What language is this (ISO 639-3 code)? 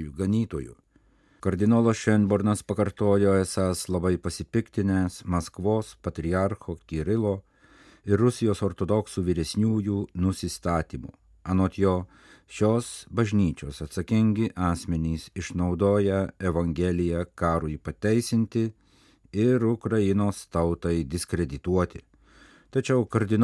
lit